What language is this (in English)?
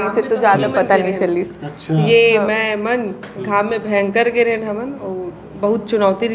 Chhattisgarhi